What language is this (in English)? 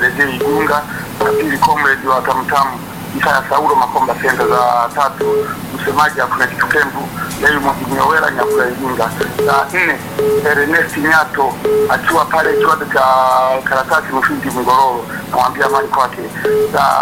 Swahili